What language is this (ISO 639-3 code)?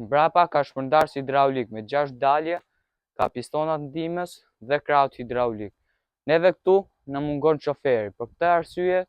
sqi